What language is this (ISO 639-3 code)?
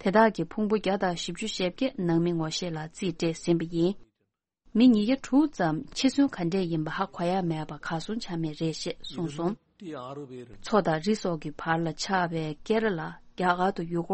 bod